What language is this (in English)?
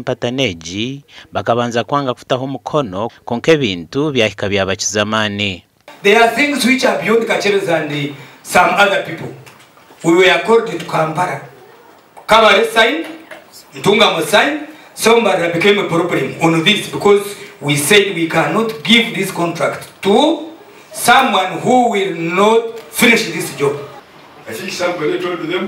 Nyankole